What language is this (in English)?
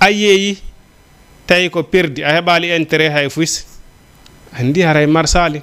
Fula